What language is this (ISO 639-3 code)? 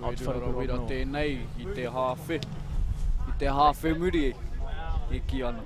mri